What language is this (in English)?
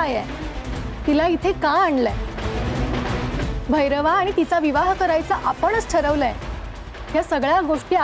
Marathi